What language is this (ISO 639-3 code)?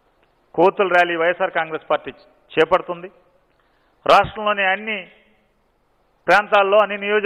tel